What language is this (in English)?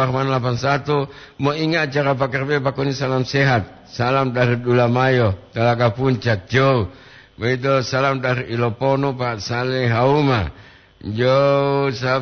Gorontalo